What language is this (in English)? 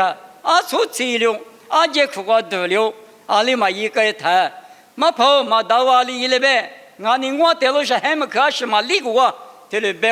Lisu